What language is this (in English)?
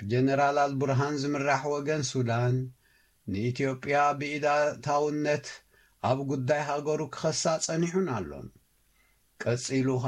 Tigrinya